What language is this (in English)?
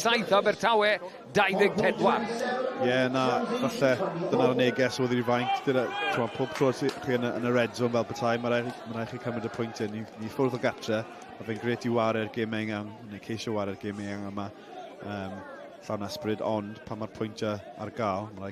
Welsh